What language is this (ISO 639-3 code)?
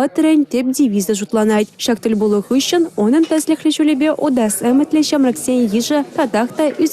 chv